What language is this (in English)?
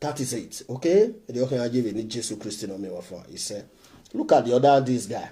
Nigerian Pidgin